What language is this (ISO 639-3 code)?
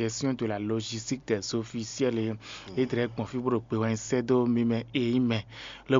fon